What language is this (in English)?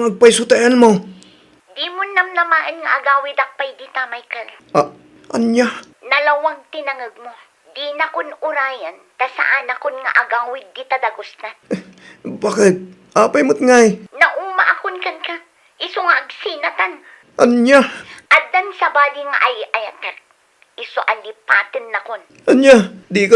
Iloko